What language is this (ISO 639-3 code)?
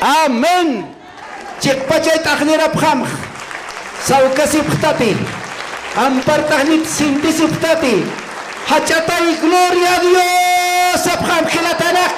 aym